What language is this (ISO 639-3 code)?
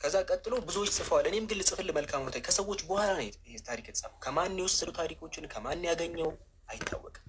amh